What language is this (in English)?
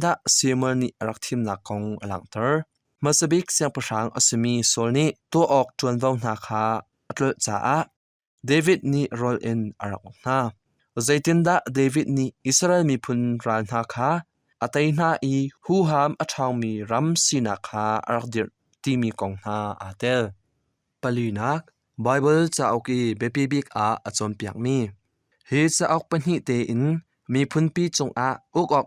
Hakha Chin